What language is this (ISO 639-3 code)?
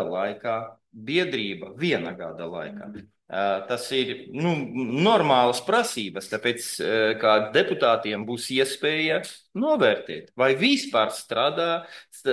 lav